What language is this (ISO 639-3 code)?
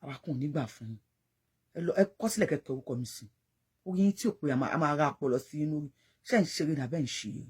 yor